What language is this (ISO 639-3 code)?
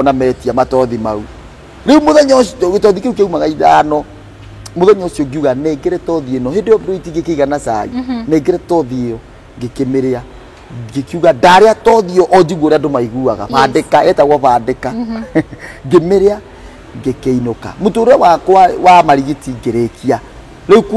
kik